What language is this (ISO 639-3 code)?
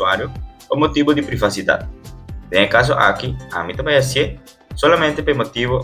pap